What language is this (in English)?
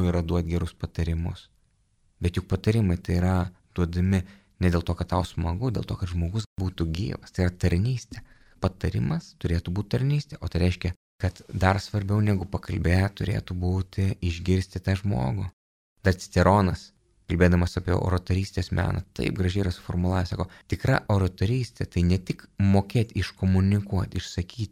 Lithuanian